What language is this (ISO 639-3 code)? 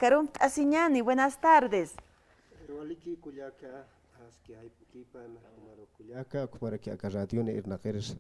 aym